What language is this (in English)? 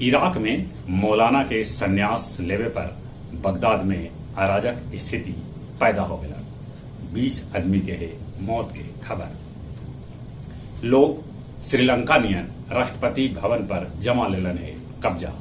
Magahi